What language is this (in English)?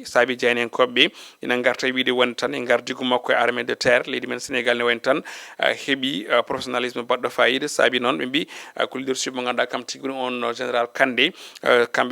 Fula